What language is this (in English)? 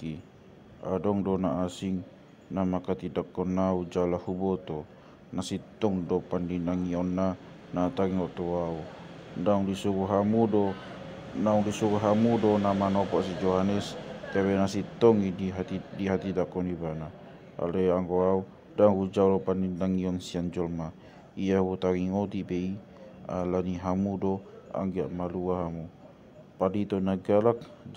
Batak Toba